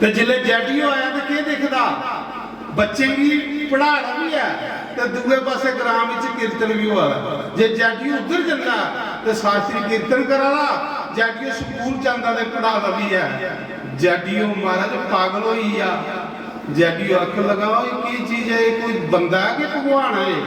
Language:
Dogri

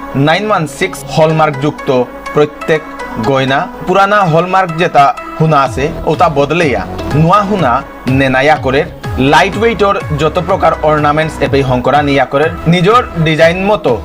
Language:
Bishnupriya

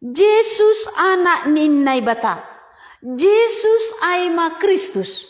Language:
Batak Simalungun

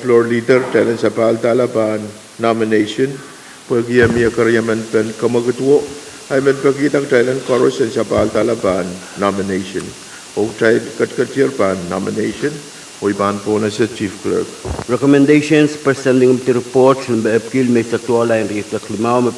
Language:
Pohnpeian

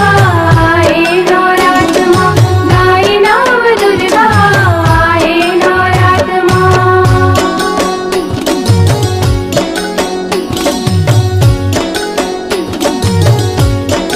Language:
Chhattisgarhi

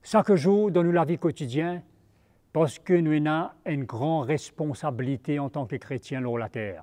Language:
Morisyen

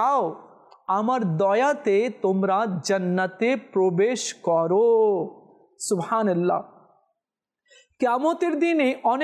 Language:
Bangla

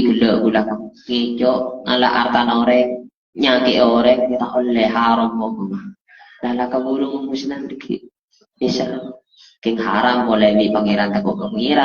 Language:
Madurese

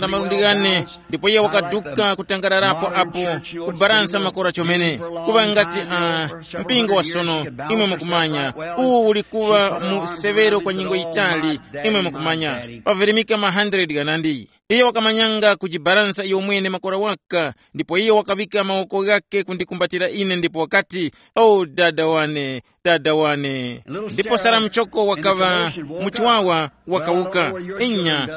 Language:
Tumbuka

